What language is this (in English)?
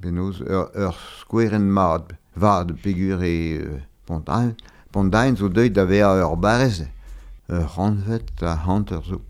Breton